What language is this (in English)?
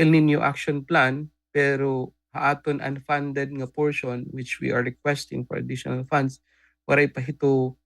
Waray